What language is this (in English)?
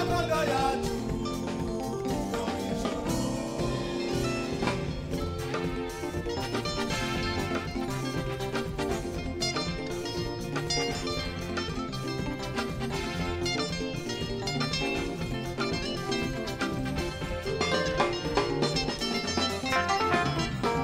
Kinyarwanda